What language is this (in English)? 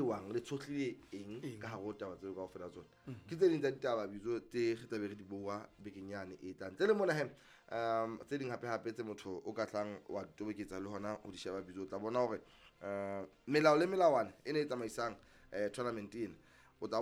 Southern Sotho